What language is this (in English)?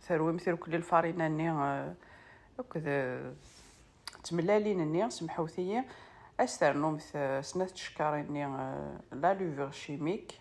Kabyle